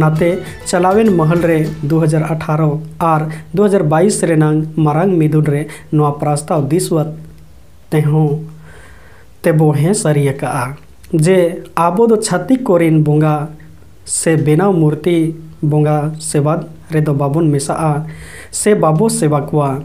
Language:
Santali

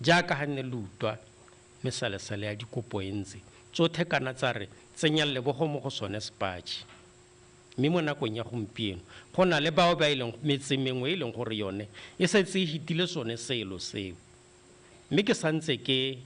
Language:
Tswana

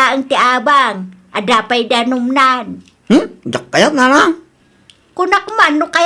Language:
Iloko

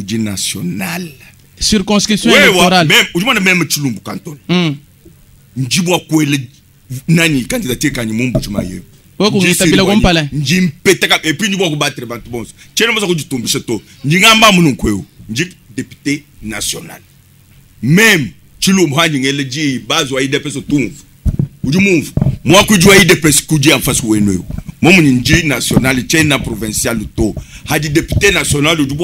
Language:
Luba-Lulua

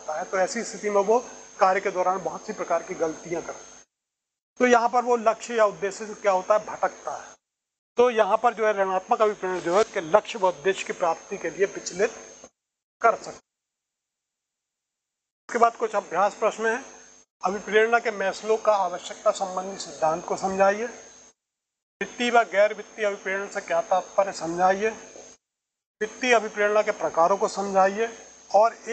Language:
Hindi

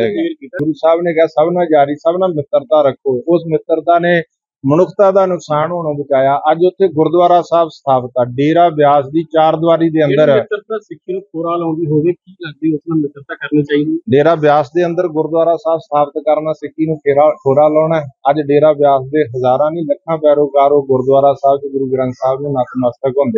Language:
Punjabi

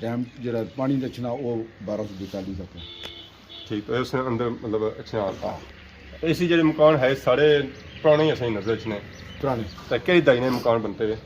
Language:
Pahari-Potwari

